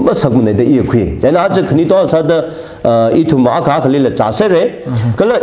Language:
Tangkhul Naga (India)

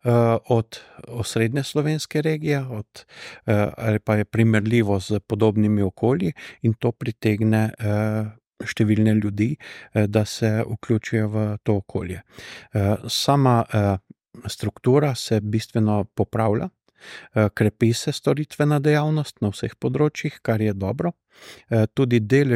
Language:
Slovenian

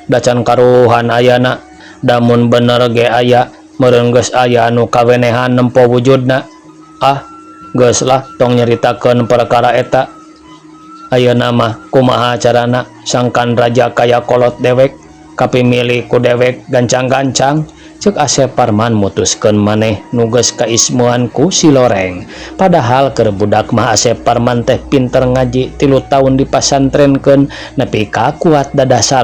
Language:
Sundanese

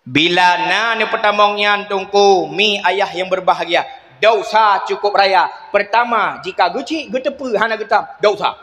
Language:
Achinese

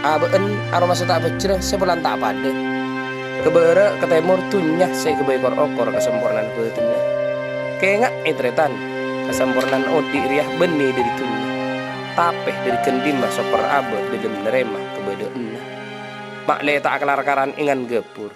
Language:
Madurese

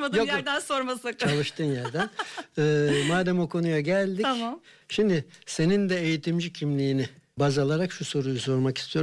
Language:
Turkish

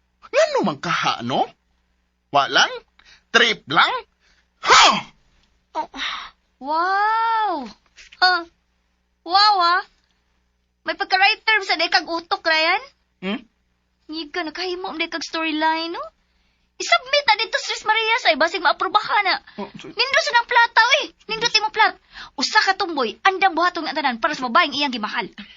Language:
Cebuano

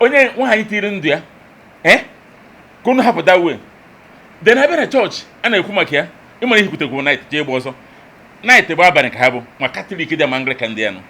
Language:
Igbo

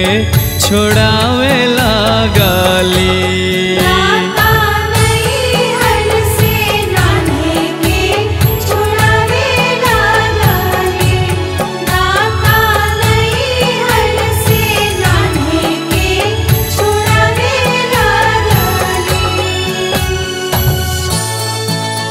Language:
Bhojpuri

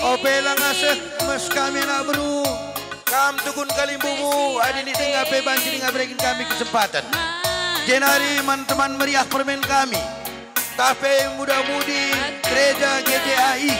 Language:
Batak Karo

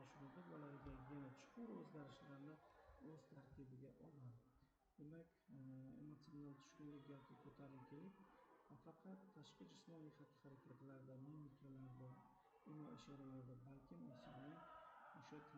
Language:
Uzbek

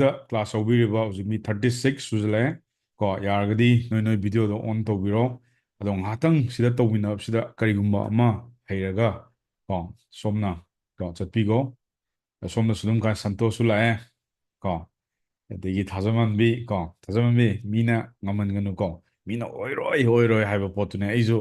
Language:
Manipuri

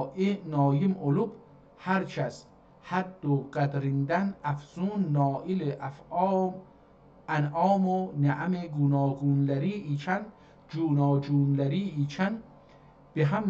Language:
South Azerbaijani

